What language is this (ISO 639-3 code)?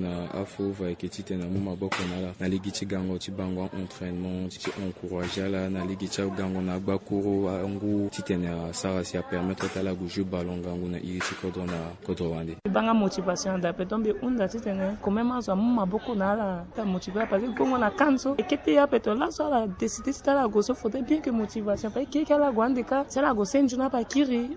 sag